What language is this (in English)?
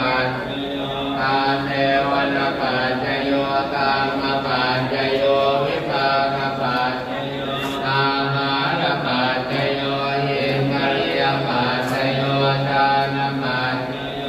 Pali